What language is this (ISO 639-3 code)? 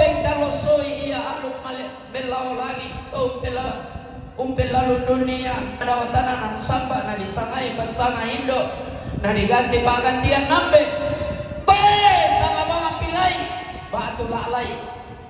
sda